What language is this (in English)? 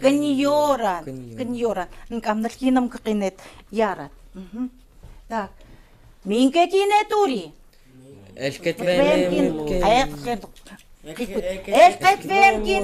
Chukot